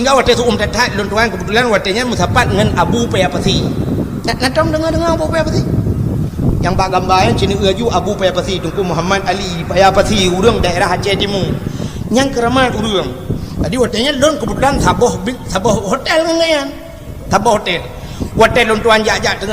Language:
Achinese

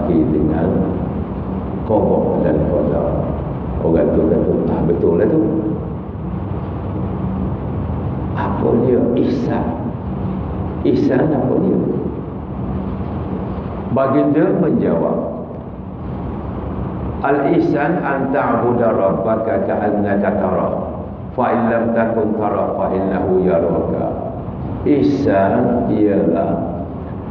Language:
Malay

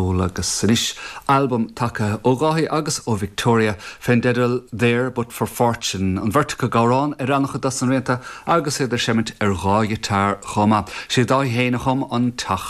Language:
Irish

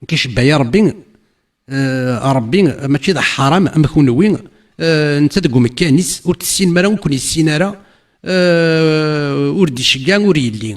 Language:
Kabyle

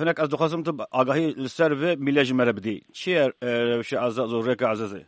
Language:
Kurdish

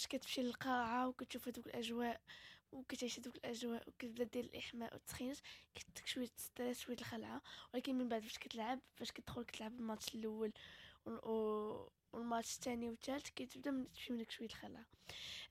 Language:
Moroccan Arabic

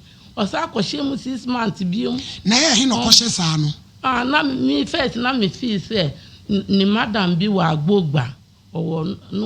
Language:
Akan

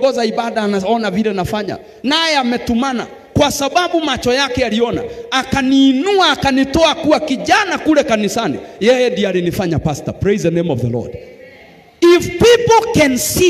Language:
Swahili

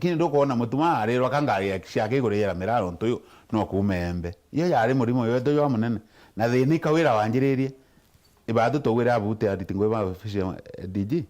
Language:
Meru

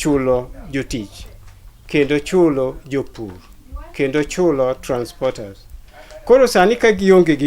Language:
Luo (Kenya and Tanzania)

